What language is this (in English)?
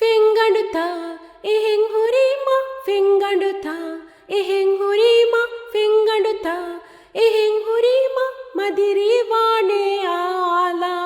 Divehi